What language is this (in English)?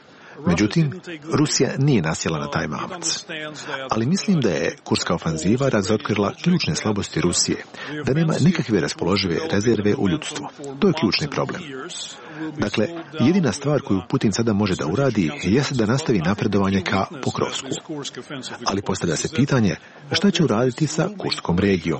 Croatian